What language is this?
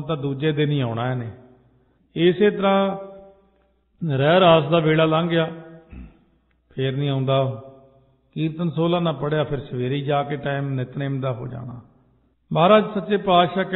Punjabi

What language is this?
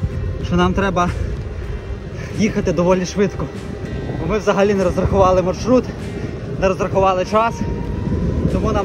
Ukrainian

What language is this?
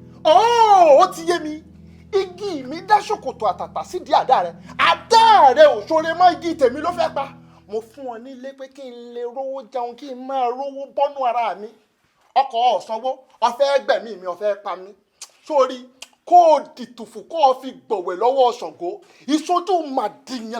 Yoruba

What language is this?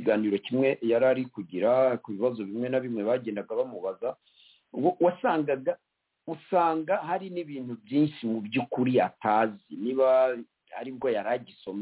Kinyarwanda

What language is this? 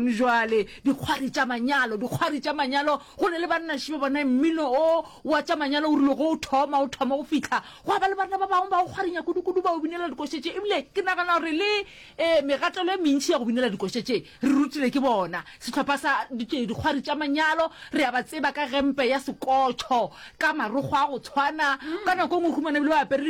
Northern Sotho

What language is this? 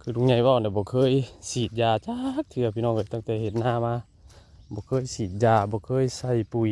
Lao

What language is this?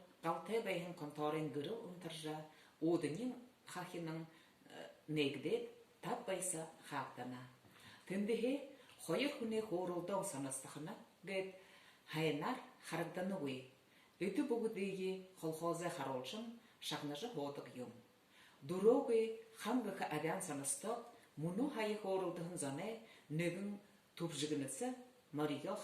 Buriat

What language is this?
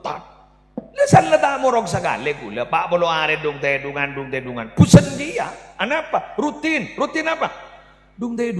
Madurese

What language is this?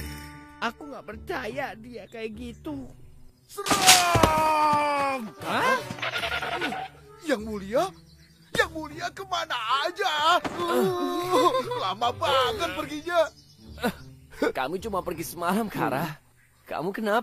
Indonesian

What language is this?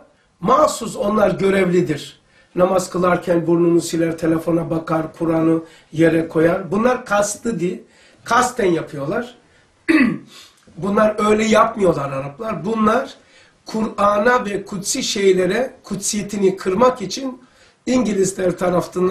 Turkish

